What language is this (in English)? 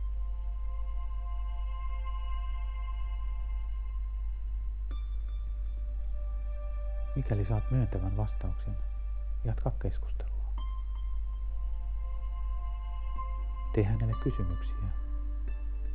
Finnish